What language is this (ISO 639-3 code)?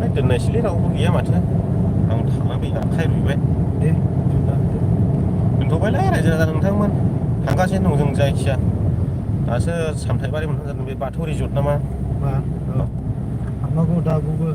brx